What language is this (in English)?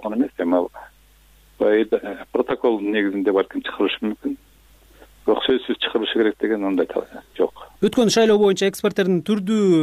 Kyrgyz